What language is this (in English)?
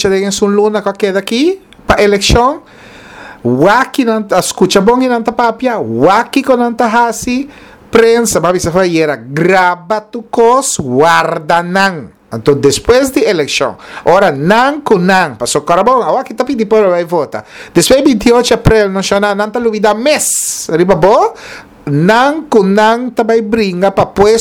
Papiamento